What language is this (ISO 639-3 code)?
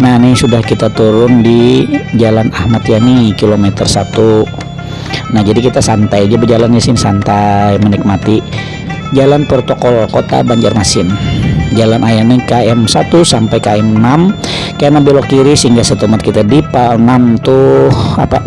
bjn